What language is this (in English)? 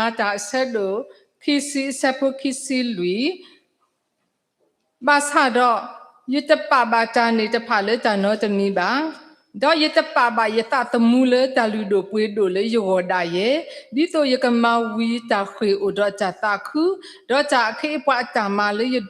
S'gaw Karen